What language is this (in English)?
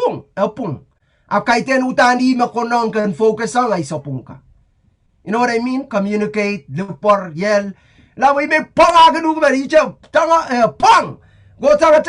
Pohnpeian